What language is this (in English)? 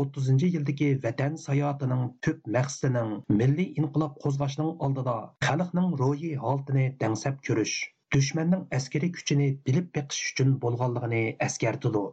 Uyghur